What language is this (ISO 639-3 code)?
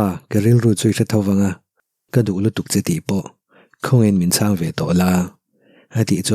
lus